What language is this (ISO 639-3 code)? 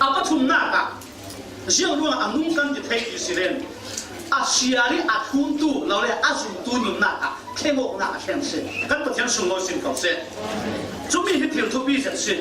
cfm